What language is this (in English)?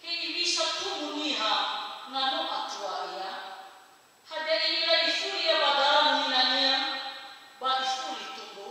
Nias